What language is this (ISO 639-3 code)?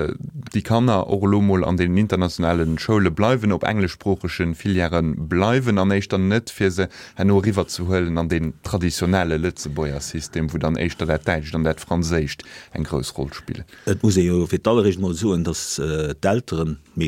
ltz